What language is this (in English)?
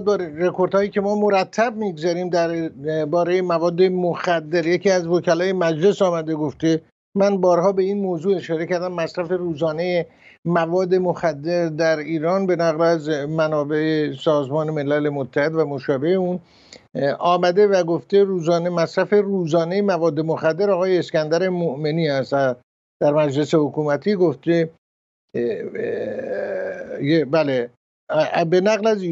Persian